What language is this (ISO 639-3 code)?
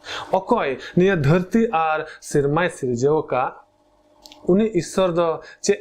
sat